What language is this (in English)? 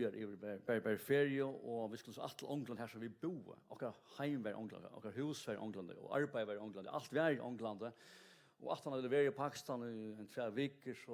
Faroese